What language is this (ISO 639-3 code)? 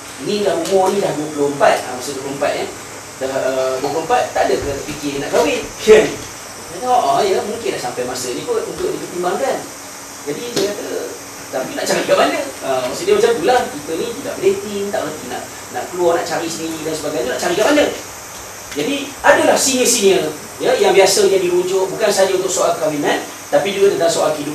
msa